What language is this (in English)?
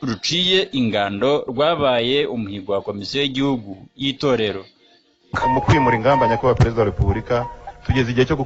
Kinyarwanda